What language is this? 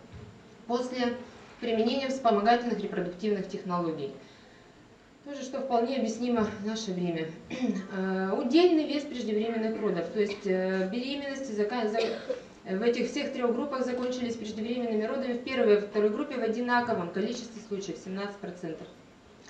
Russian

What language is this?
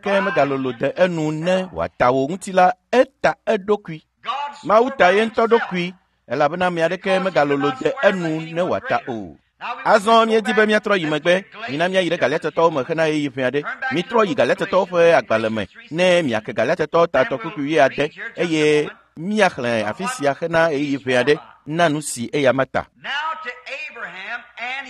Ewe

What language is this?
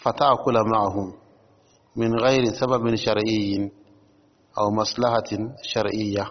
Dyula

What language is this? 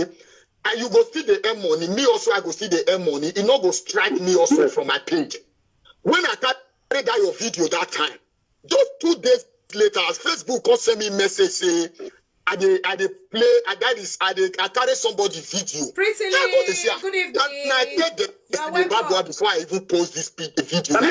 Nigerian Pidgin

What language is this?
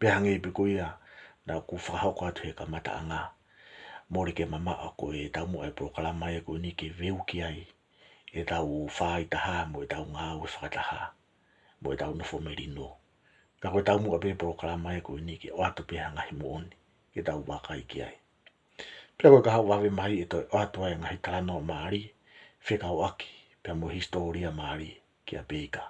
Tongan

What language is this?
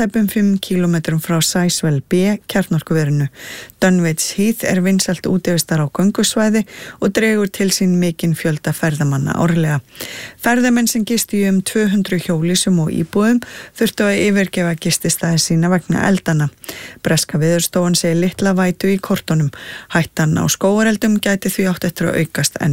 Icelandic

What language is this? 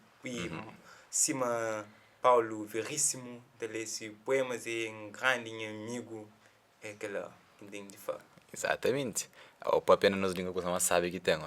Kabuverdianu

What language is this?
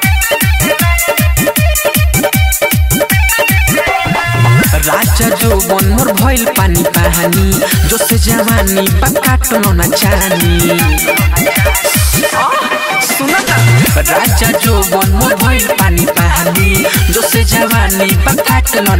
Bhojpuri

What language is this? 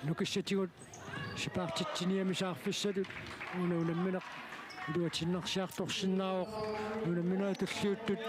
Kalaallisut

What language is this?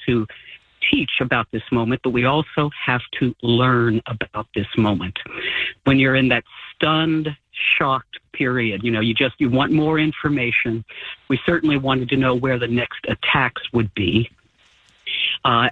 English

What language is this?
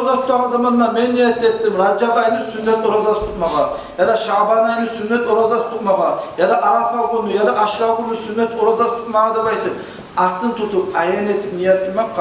Kumyk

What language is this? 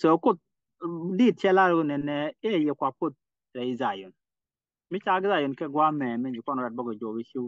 Nuer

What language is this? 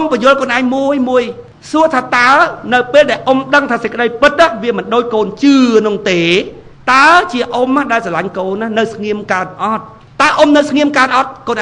Khmer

